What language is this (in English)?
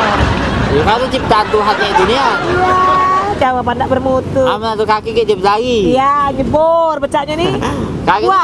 Musi